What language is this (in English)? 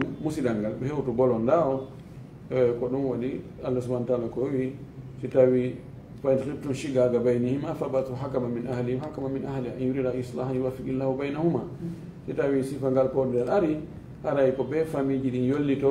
Fula